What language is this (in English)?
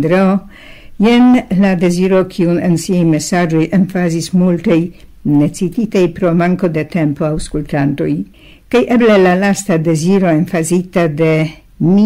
Esperanto